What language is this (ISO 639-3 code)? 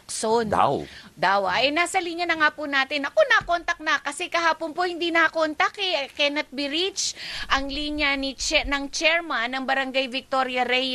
fil